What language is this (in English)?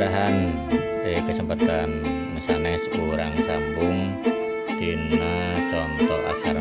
Sundanese